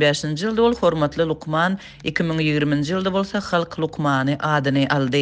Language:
Turkmen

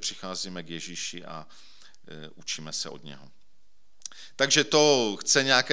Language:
Czech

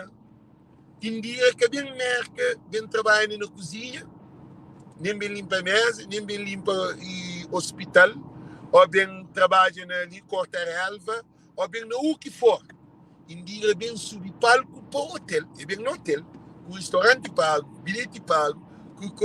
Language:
Kabuverdianu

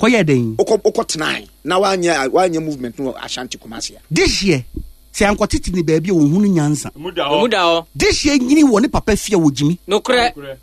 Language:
Akan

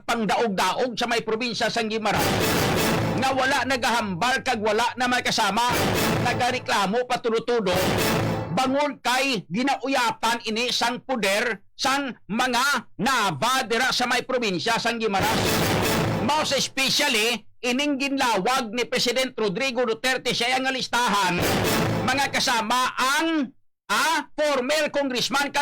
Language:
Hiligaynon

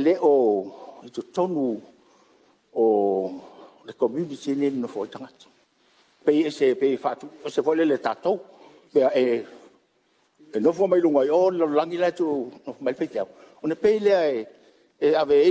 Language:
Samoan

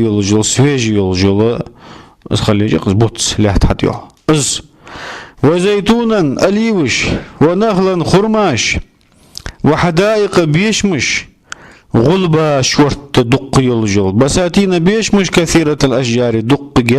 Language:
Ingush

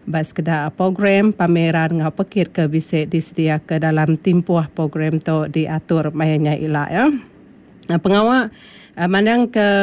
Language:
Iban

